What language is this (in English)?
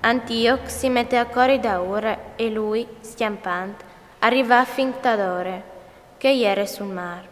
Friulian